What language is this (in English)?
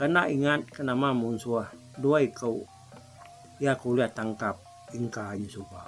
Iban